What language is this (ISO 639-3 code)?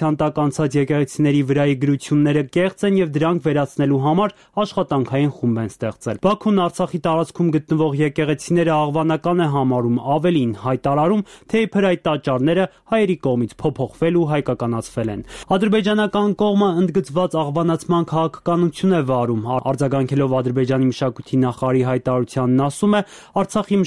hye